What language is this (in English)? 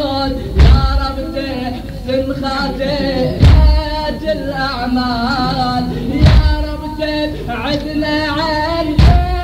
Arabic